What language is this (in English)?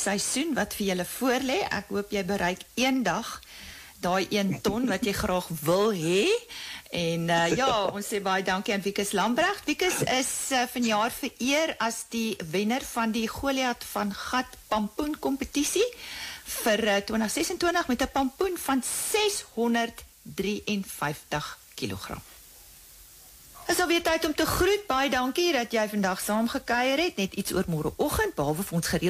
Afrikaans